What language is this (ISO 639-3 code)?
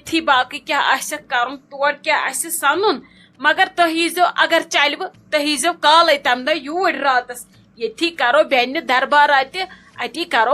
kas